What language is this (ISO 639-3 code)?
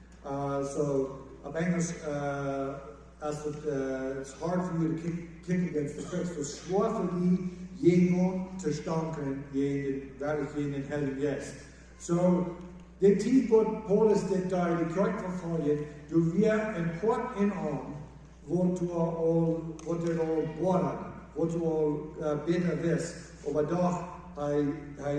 pdt